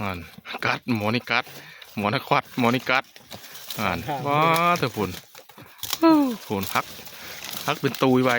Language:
Northeastern Thai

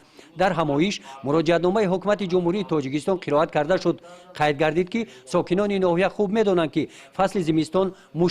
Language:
Tajik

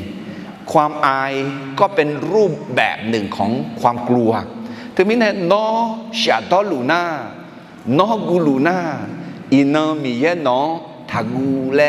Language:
Akha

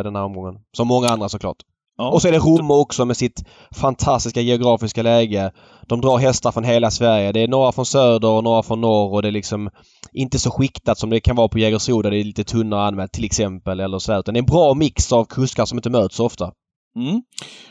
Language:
Swedish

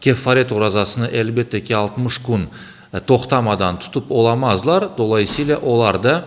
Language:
Crimean Tatar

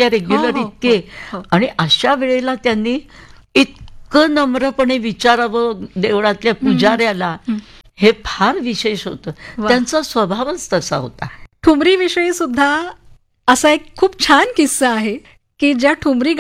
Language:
Marathi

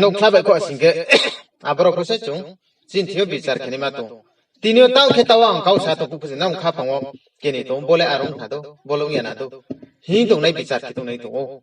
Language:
Riang (India)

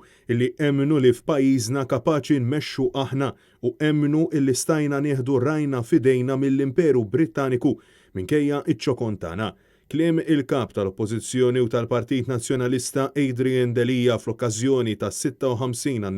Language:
Maltese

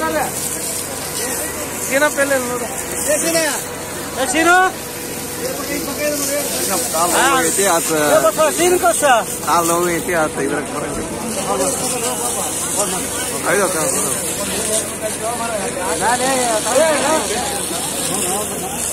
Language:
Kannada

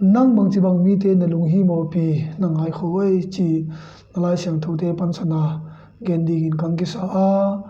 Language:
Tedim Chin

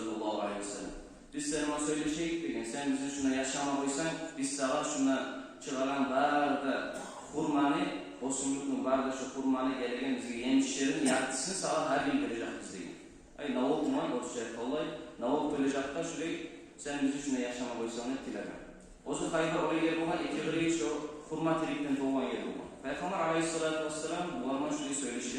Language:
Kumyk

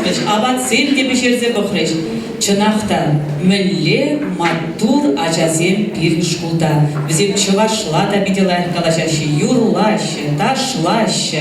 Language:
Chuvash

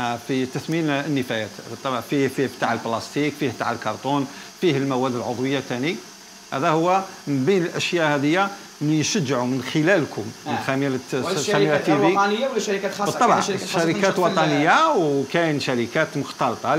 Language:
Algerian Arabic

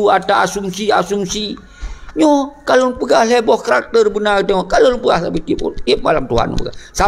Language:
Achinese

